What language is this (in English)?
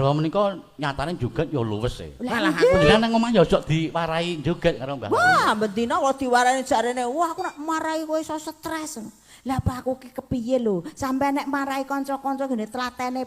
Javanese